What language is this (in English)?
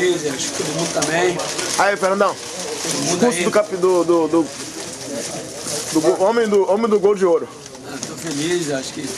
Portuguese